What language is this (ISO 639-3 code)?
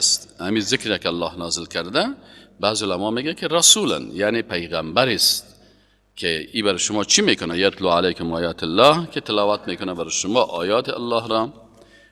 fas